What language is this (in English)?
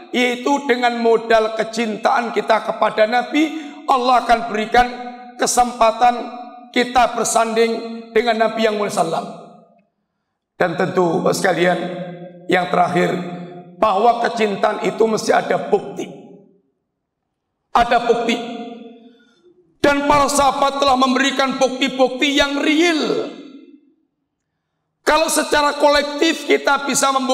Indonesian